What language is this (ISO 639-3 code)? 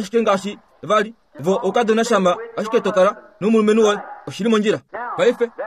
kua